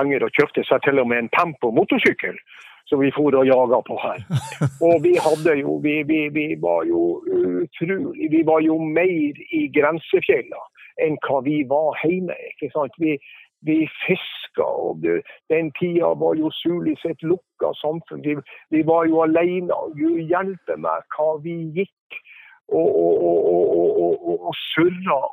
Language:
Norwegian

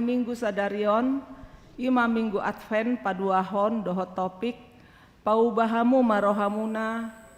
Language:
Batak Toba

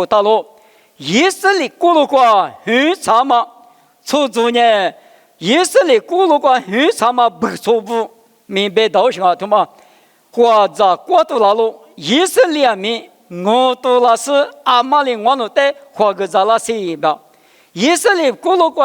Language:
Lisu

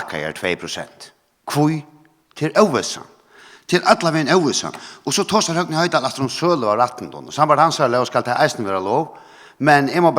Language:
Faroese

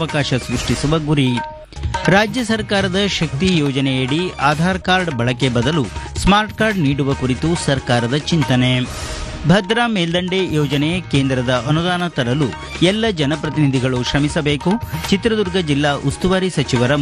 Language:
Kannada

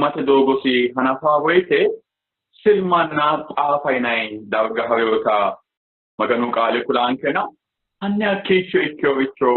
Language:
Sidamo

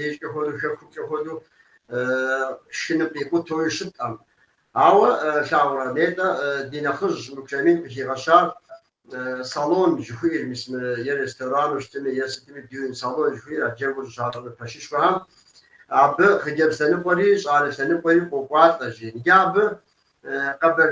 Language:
Kabardian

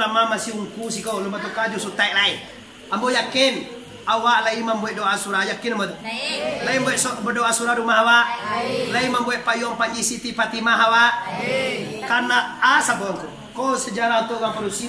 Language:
Minangkabau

